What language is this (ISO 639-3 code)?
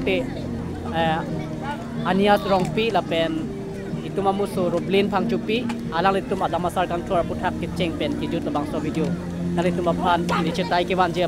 mjw